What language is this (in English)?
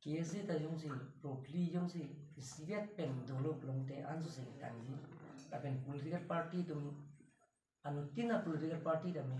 Karbi